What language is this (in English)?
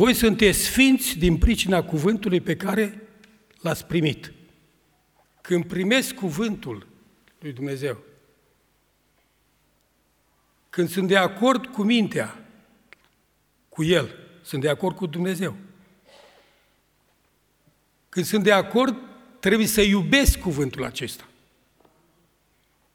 Romanian